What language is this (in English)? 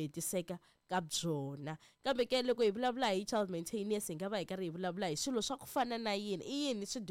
Tsonga